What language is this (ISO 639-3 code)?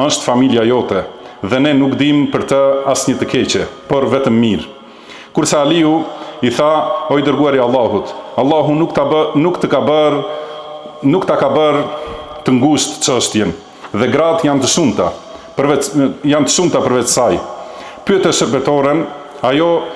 sqi